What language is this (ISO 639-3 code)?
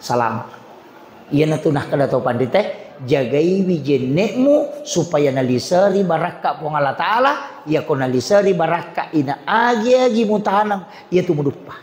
bug